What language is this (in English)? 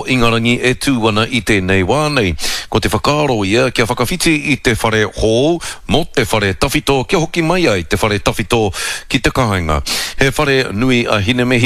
Māori